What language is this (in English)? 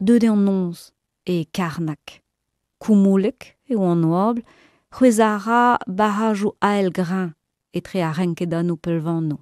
Breton